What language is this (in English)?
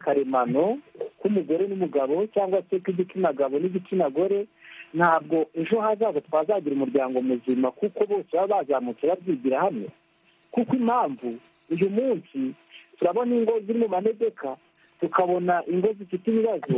Kinyarwanda